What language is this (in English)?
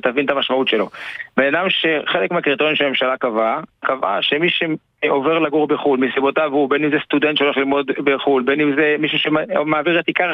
Hebrew